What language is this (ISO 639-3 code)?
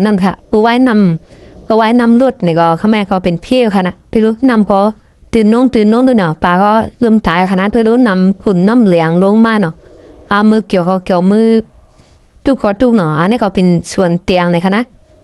shn